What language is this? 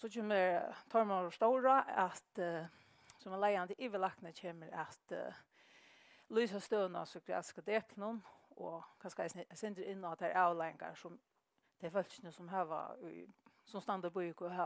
Faroese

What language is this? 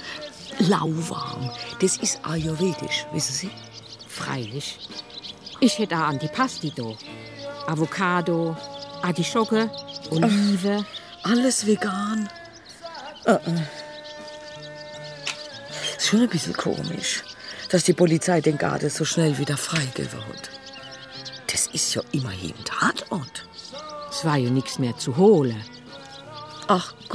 German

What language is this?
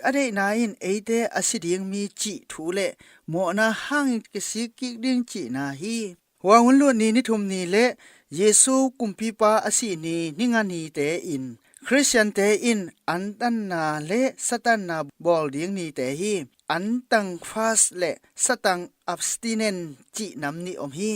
Tedim Chin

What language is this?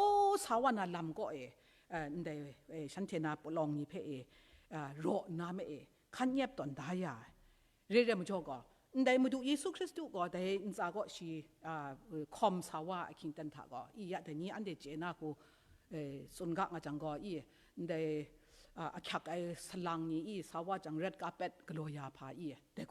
Kachin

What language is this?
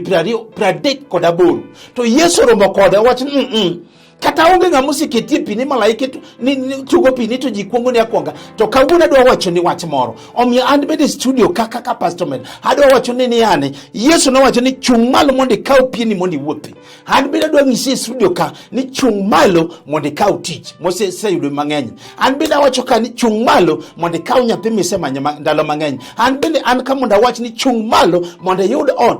Luo (Kenya and Tanzania)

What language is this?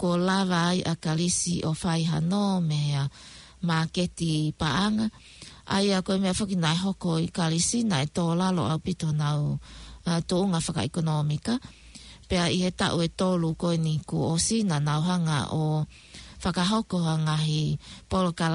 Tongan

